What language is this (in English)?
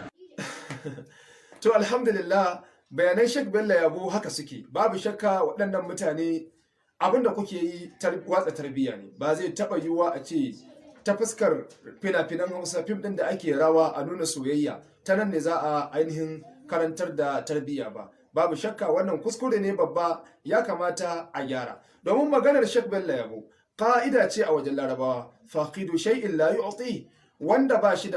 Hausa